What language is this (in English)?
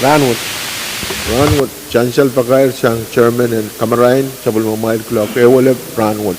Pohnpeian